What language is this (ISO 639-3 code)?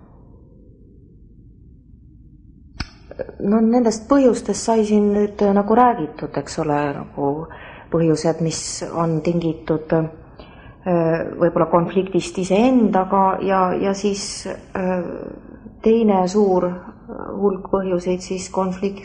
est